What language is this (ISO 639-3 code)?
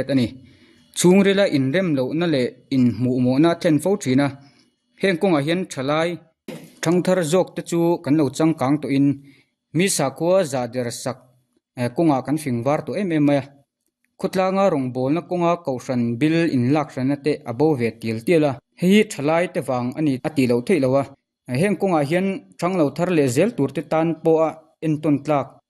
lus